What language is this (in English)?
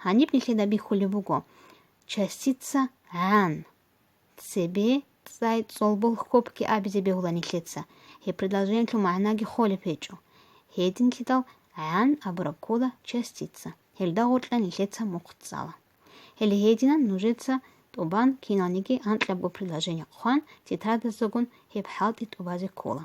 Avaric